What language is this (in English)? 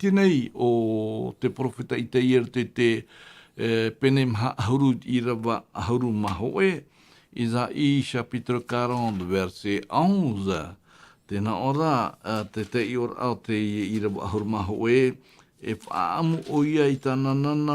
Tahitian